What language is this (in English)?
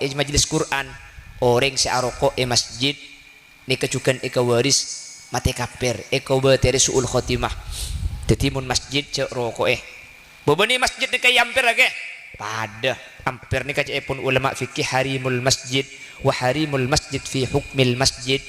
Madurese